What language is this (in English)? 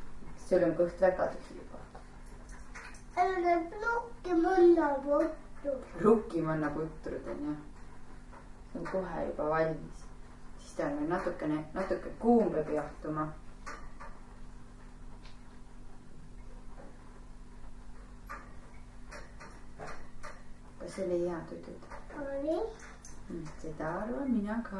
Estonian